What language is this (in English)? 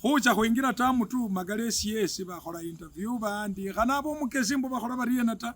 Masaaba